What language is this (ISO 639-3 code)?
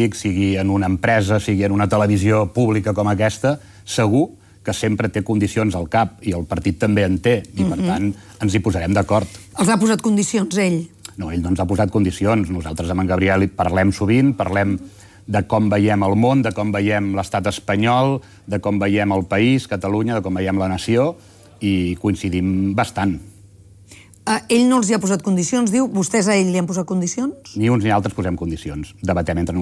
cat